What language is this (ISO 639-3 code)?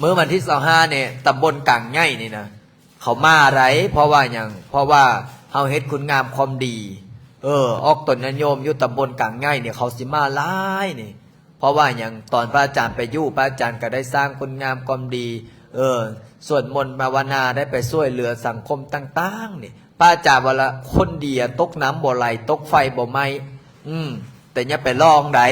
lao